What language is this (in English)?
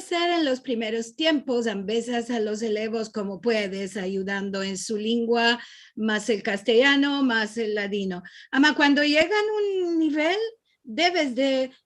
Ladino